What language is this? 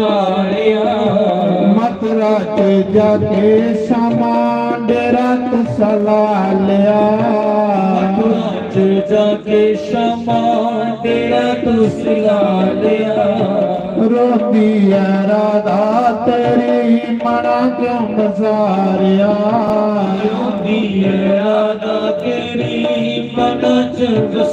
Dogri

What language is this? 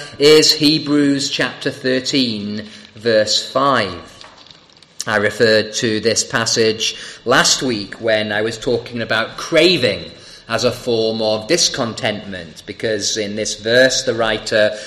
English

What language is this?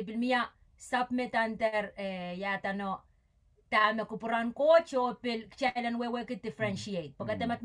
Pohnpeian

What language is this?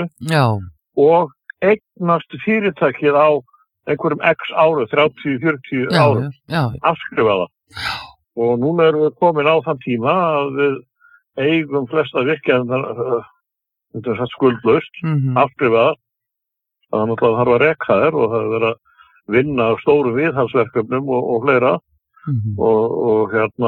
Icelandic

